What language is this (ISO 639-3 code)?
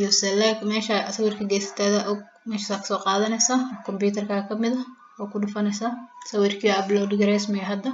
som